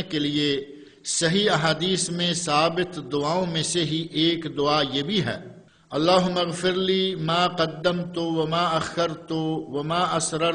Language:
Urdu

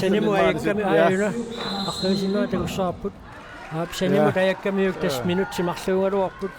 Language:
Kalaallisut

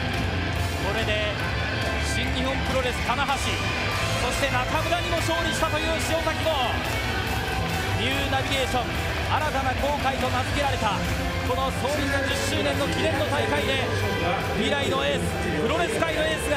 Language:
Japanese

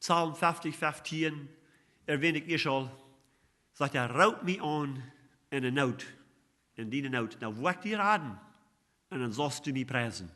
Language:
Plautdietsch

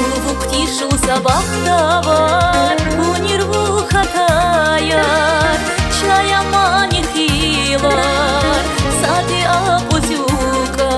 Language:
Tabassaran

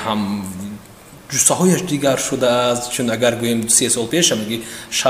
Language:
Tajik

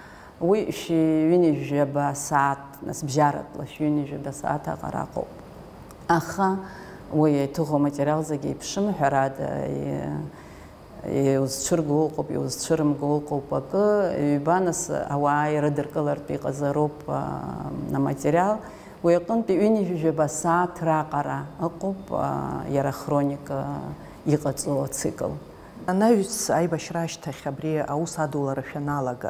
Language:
Abkhazian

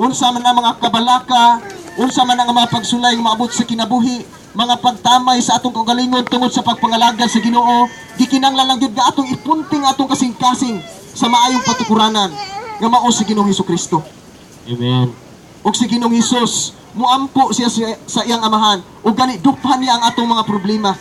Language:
Cebuano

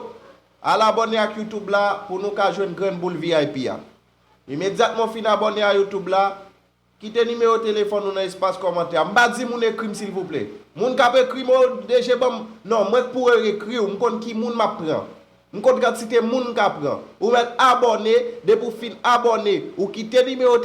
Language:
Haitian Creole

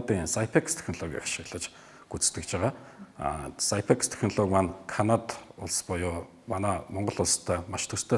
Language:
Mongolian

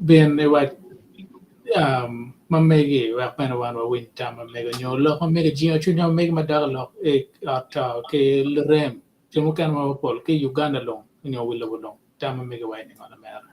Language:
Acoli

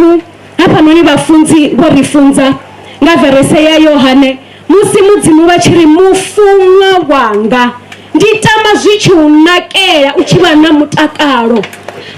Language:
Venda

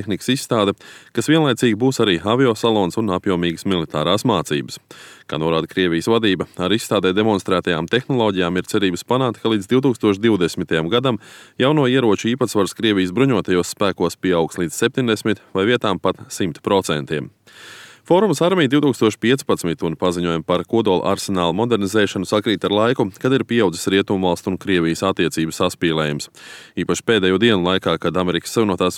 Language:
Latvian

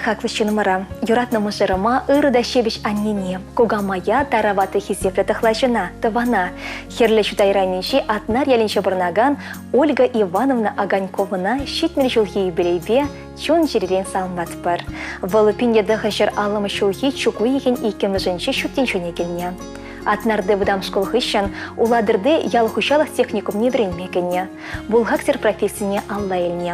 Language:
Chuvash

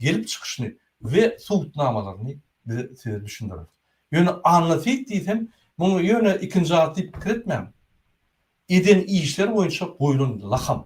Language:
Turkmen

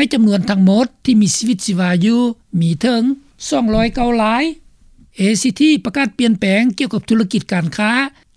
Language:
Lao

